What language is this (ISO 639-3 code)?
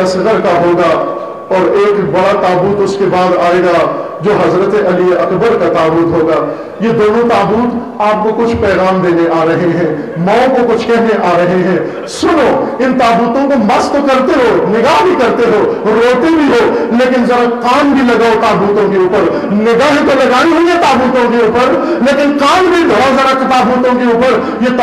urd